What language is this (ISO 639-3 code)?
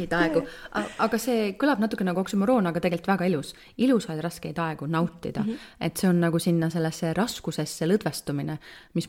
est